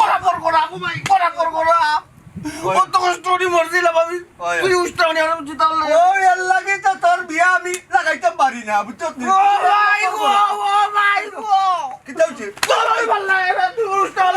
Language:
Sylheti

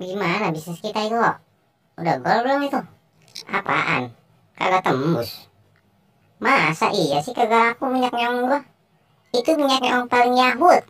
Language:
Betawi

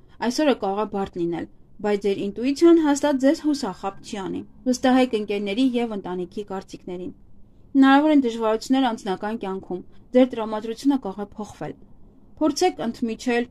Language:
Armenian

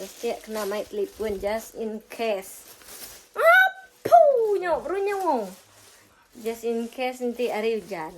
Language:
Iban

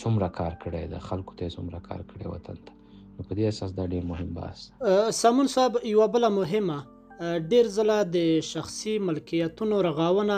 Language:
Pashto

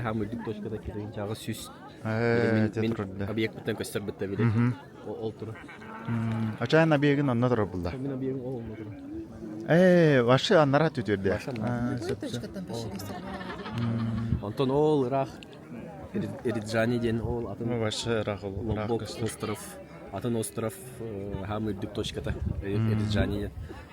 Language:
Yakut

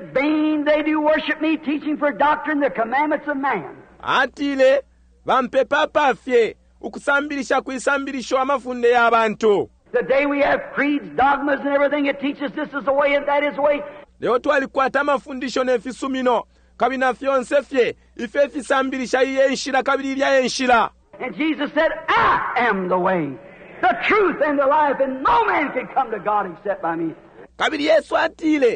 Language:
Bemba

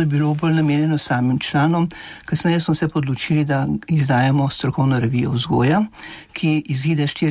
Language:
Slovenian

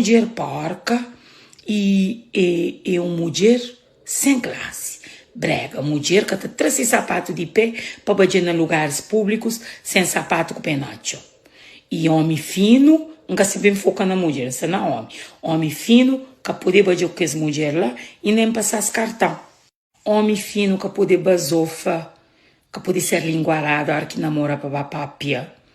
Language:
Kabuverdianu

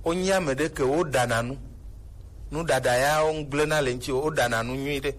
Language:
Gen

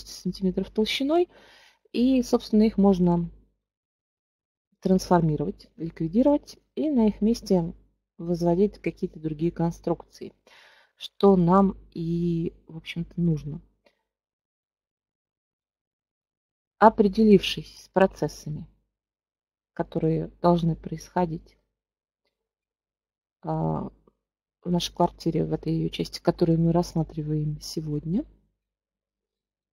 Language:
Russian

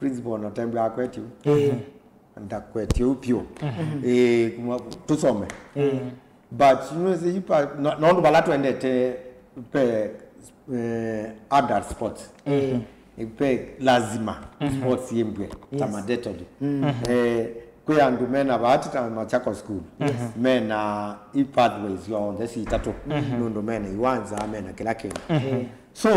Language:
Kamba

